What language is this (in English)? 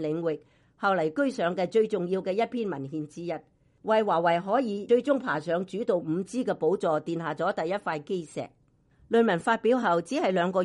Cantonese